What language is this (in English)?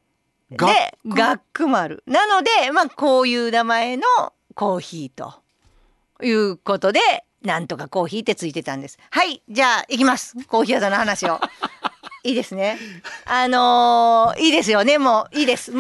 Japanese